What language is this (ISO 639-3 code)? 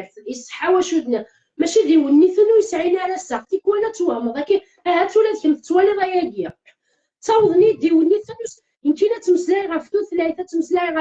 kab